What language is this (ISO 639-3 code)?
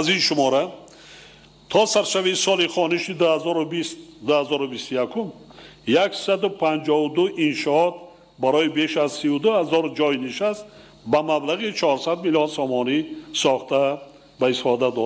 tgk